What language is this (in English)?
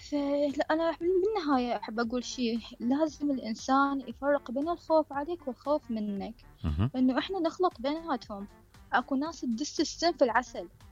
Mesopotamian Arabic